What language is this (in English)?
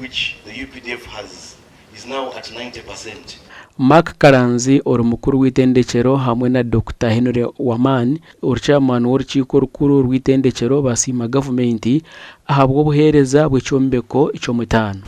Nyankole